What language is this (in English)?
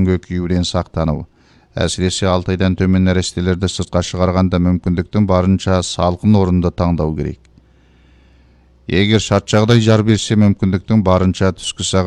Kazakh